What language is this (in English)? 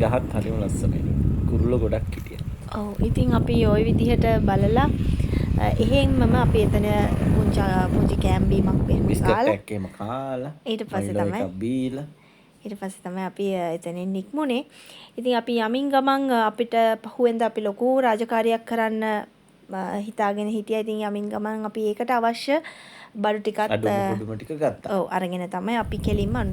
Sinhala